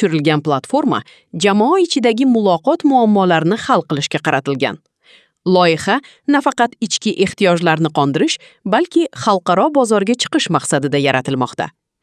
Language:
Uzbek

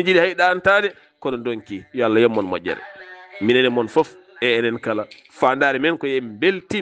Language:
Fula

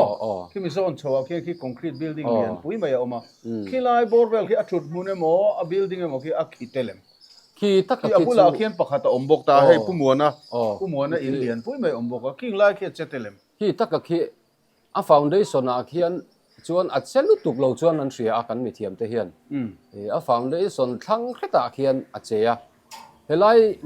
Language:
Mizo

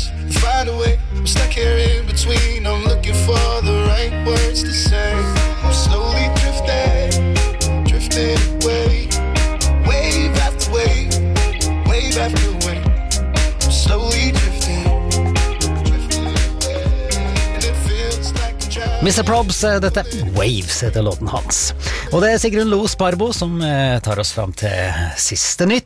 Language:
Norwegian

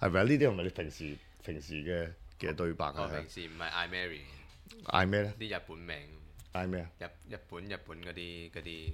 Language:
Cantonese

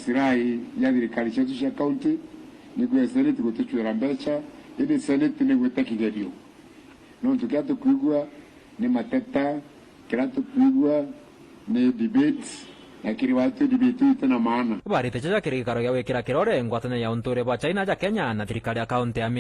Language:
Meru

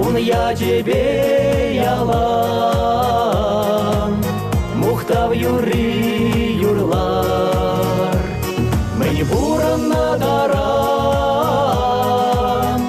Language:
Chuvash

